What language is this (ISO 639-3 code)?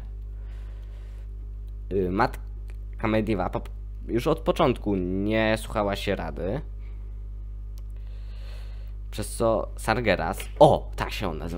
pol